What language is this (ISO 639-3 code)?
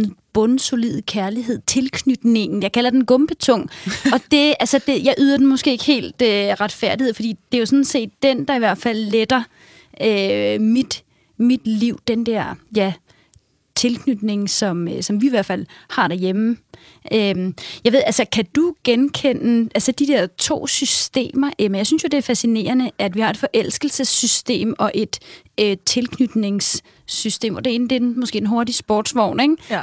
dan